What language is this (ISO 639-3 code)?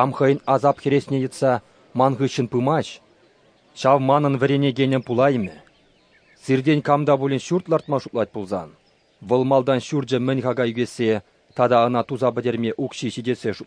chv